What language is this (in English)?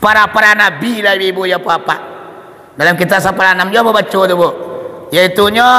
Minangkabau